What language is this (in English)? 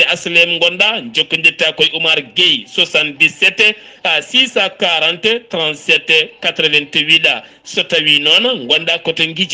Fula